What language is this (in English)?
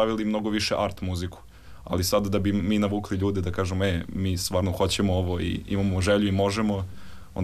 Serbian